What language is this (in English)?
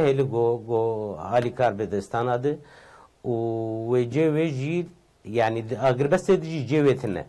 Kurdish